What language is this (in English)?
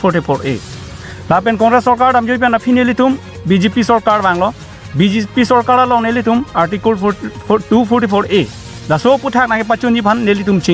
Karbi